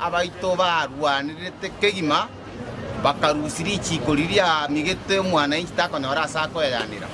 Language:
Gusii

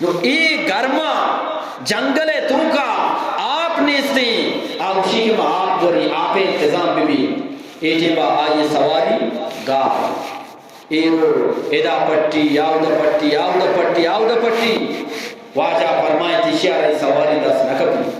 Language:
Eastern Balochi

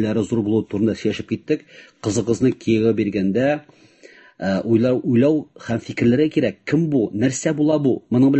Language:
Tatar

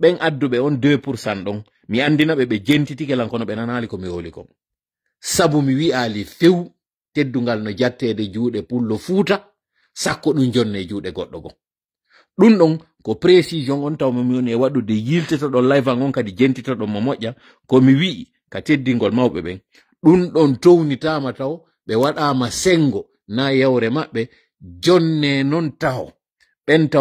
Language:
Fula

